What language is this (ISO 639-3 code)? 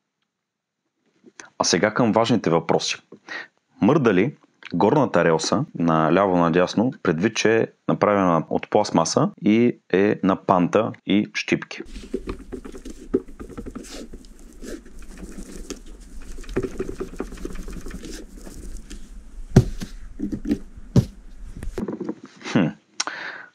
bul